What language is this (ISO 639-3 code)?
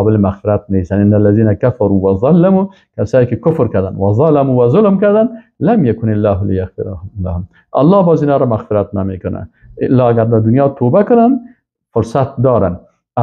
fas